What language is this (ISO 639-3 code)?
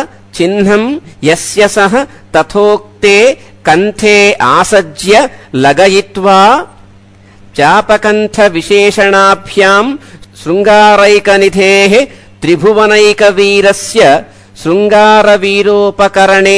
san